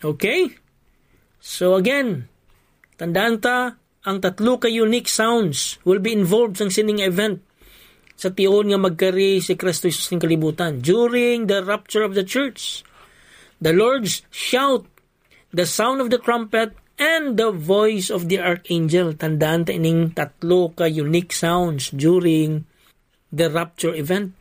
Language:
Hiligaynon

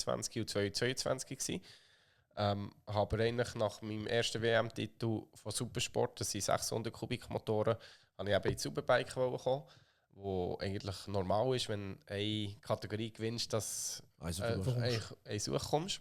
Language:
Swiss German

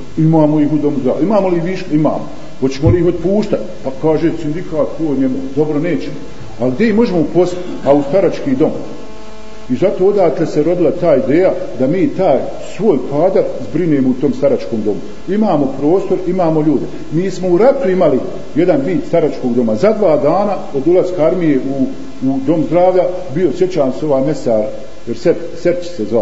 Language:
Bosnian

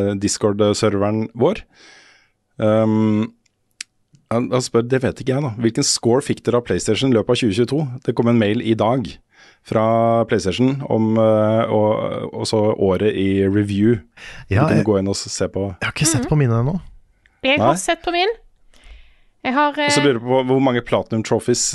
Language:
Norwegian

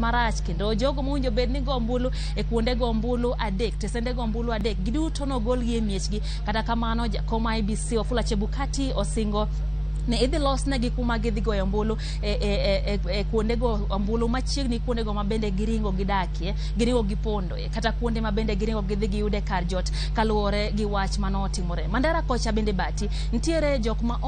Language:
Luo (Kenya and Tanzania)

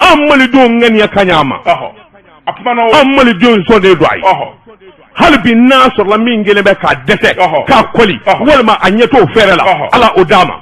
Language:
Bambara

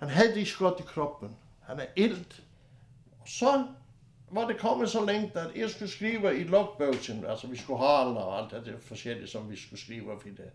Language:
Faroese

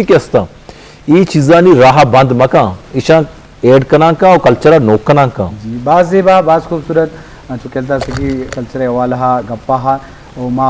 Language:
Eastern Balochi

